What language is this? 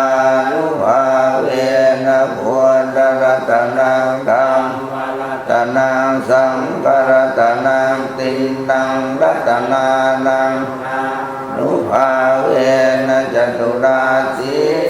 Pali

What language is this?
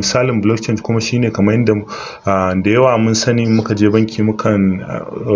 Hausa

